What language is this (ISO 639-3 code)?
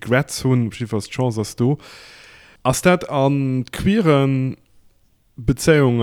ltz